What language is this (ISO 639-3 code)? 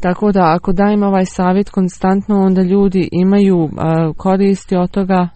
hrv